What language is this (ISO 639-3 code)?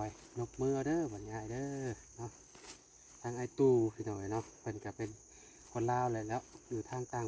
lao